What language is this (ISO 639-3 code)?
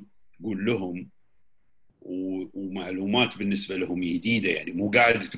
afb